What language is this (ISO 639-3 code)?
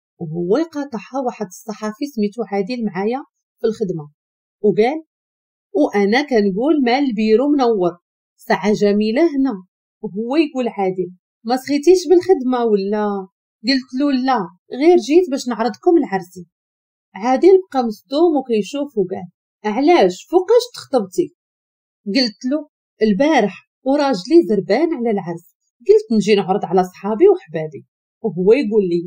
ary